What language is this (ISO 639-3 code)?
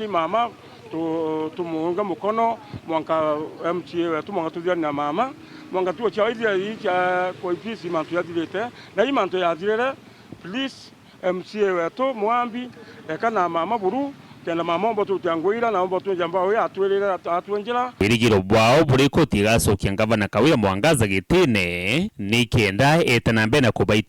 mer